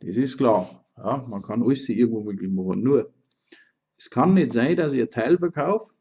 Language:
Bavarian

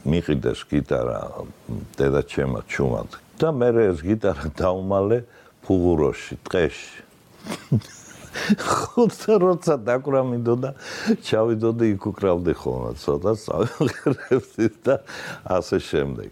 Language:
Georgian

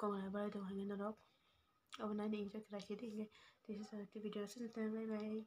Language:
Kok Borok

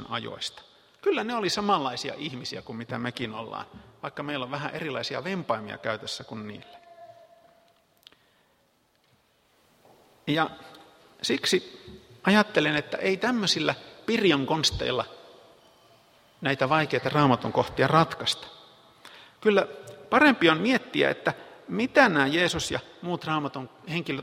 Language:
Finnish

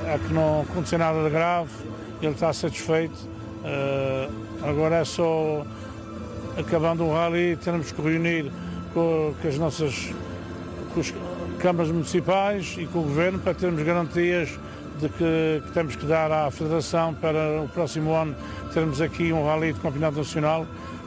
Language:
Portuguese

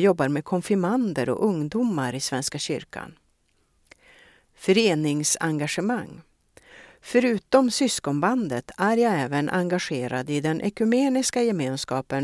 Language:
Swedish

